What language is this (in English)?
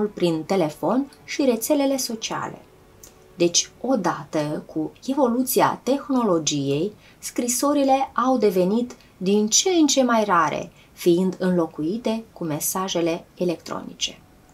Romanian